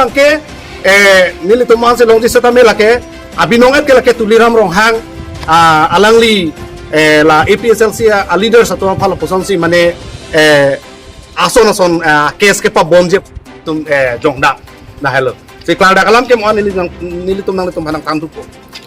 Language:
Karbi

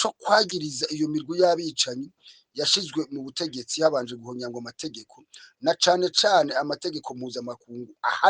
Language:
Rundi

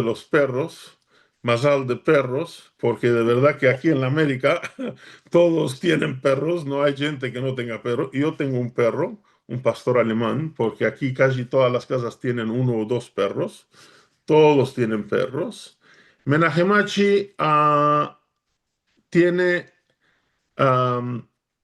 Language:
Ladino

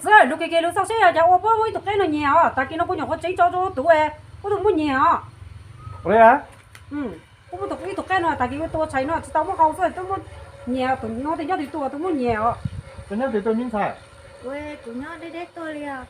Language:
Hmong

